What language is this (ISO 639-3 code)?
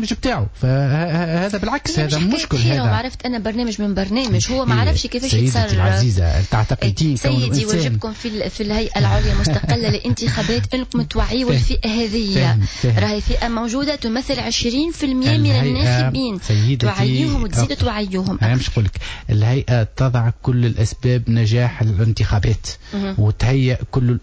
aeb